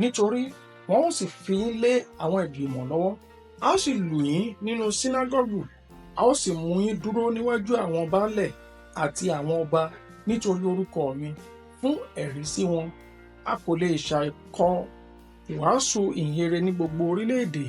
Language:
Yoruba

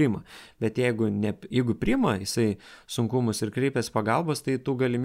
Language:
Lithuanian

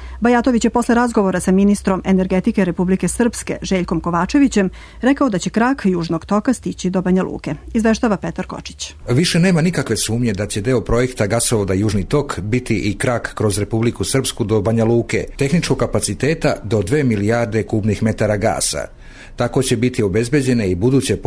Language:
Serbian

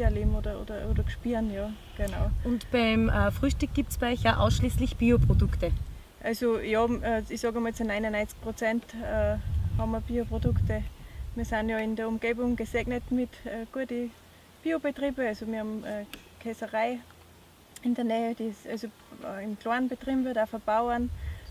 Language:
Bavarian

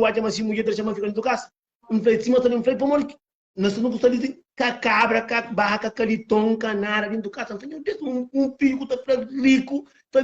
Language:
Kabuverdianu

